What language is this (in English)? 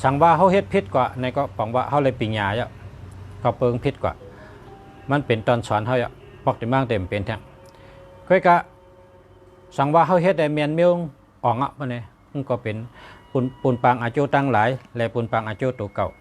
Shan